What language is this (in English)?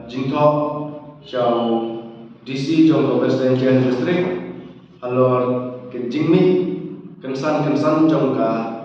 Khasi